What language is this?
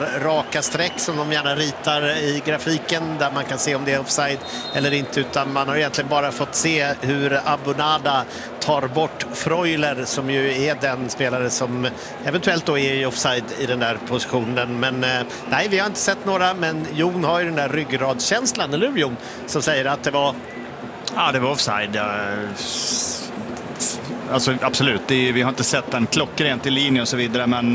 Swedish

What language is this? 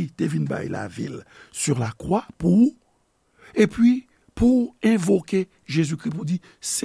Haitian Creole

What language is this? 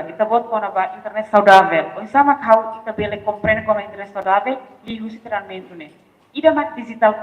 Tetum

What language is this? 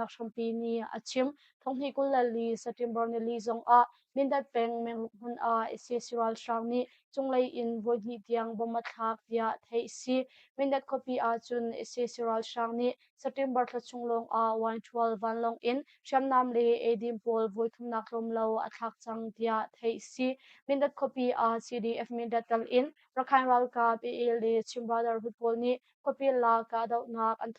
Hakha Chin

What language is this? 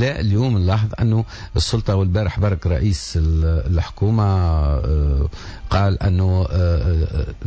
Tunisian Arabic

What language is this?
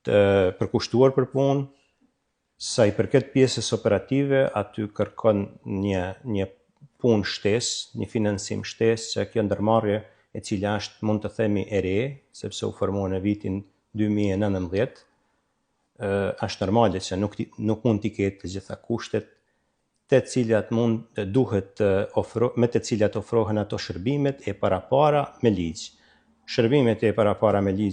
Albanian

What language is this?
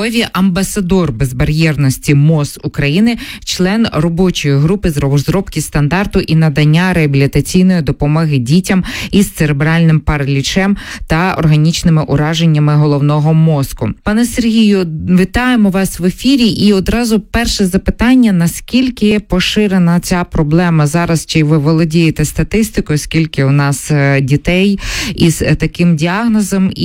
Ukrainian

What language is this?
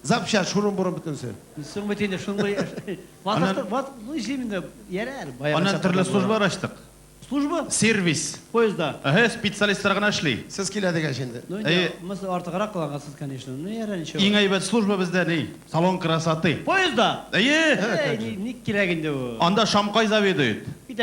Tatar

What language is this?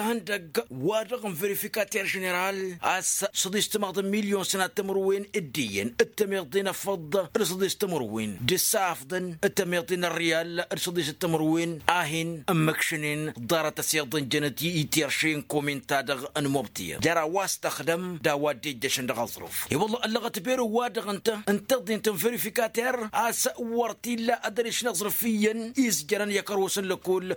Tamasheq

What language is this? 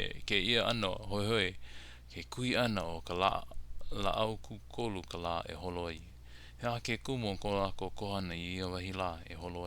Hawaiian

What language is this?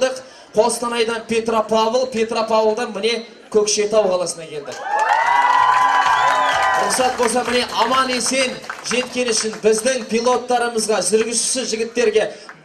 Kazakh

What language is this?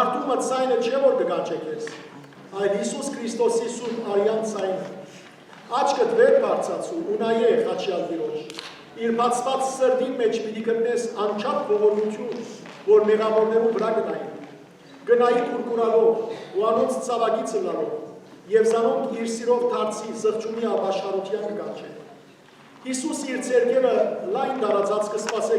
Western Armenian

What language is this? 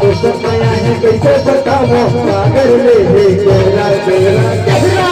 Chhattisgarhi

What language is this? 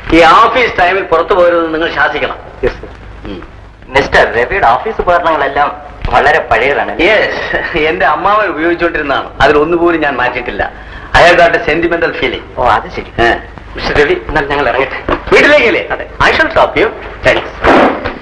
Malayalam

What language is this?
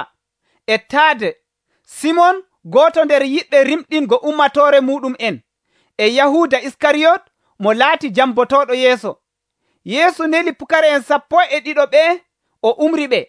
Nigerian Fulfulde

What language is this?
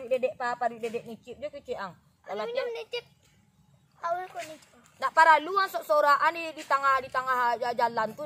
Minangkabau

